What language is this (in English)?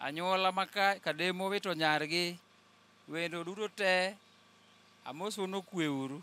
Luo (Kenya and Tanzania)